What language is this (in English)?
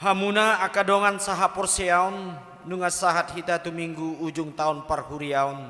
Batak Toba